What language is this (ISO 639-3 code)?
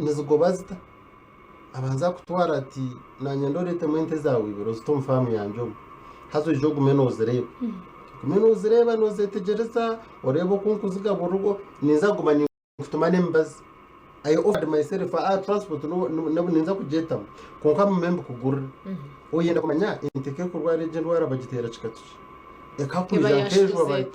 nyn